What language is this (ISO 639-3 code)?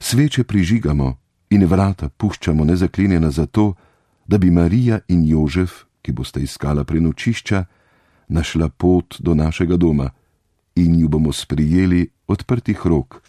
slv